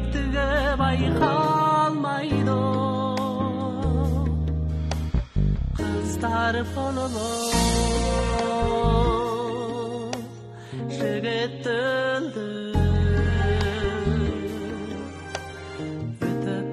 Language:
Kazakh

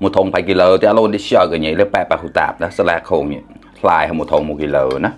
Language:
Mon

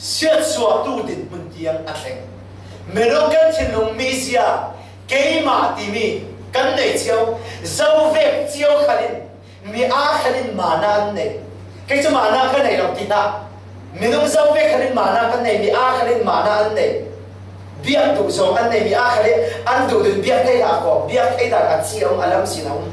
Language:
Falam Chin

